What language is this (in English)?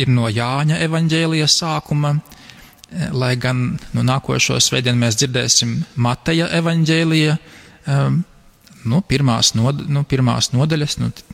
Latvian